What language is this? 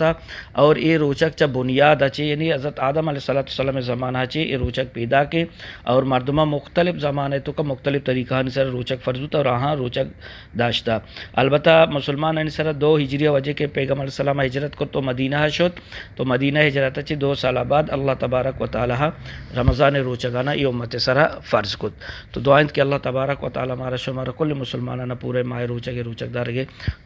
Eastern Balochi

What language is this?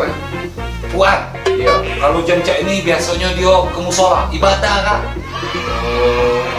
Musi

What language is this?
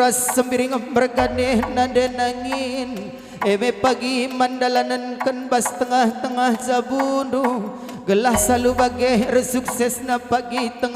Batak Karo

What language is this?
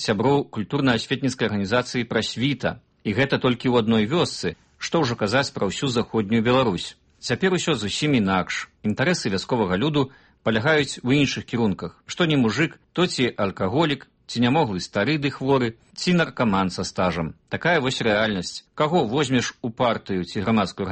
Belarusian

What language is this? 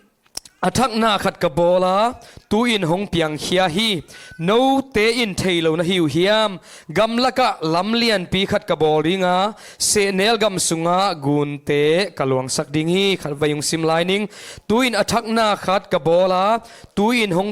Tedim Chin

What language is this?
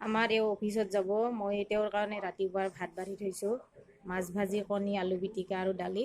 Assamese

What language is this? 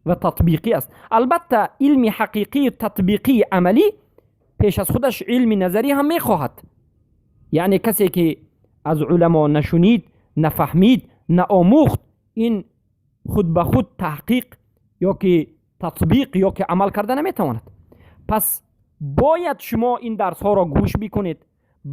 Persian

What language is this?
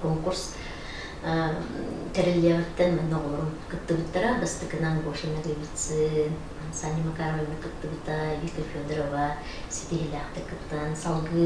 Yakut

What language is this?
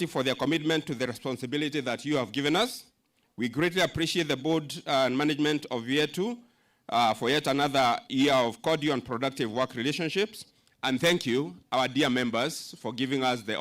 Meru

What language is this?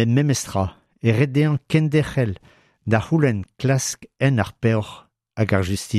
Breton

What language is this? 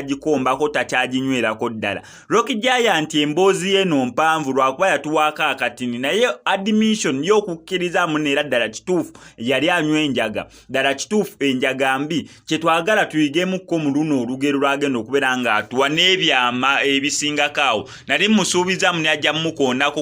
Ganda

